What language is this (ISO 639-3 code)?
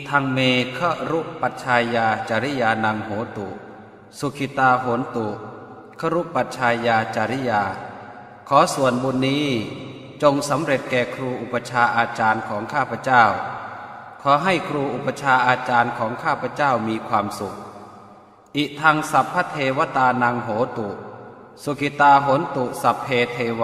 pli